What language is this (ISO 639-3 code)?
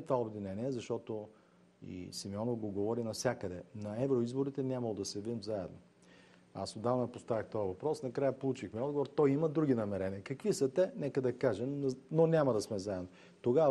bul